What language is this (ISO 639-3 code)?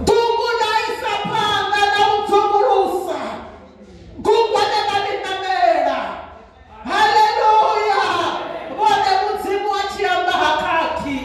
ven